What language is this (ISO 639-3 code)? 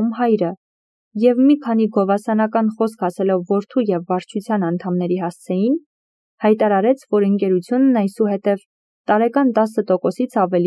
hye